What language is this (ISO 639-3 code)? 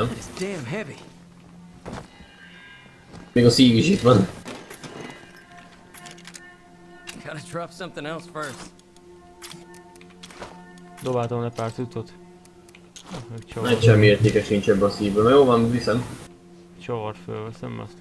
hun